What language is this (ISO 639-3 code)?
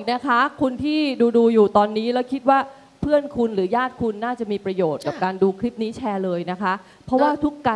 tha